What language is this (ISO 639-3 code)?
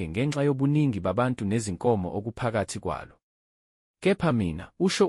zul